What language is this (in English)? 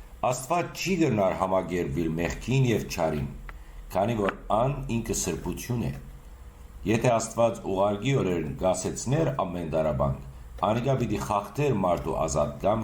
Western Armenian